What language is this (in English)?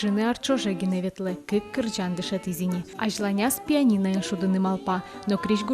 Udmurt